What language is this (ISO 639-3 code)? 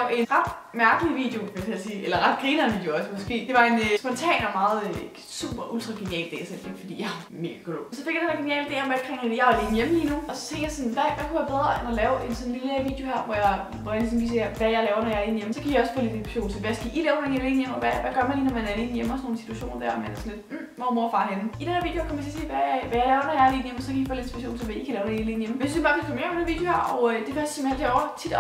dan